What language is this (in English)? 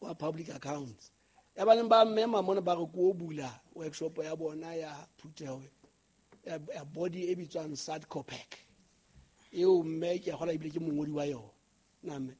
Southern Sotho